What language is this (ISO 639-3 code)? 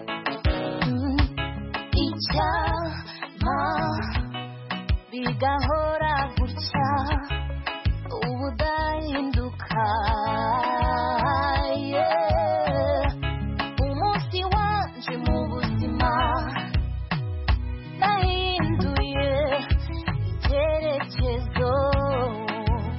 kin